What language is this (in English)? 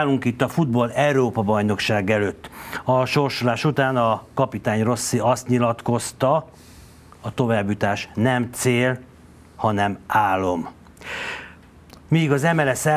Hungarian